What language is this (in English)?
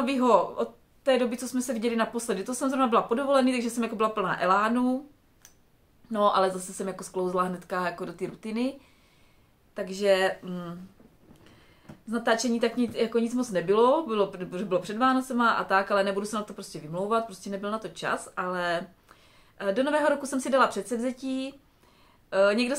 Czech